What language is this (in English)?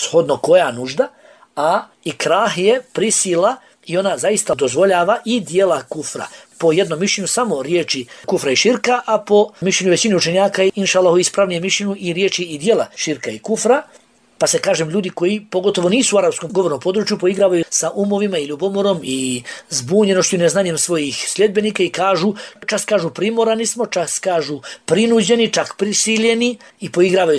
Bosnian